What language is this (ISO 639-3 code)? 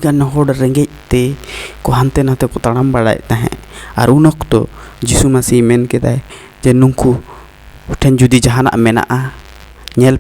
sat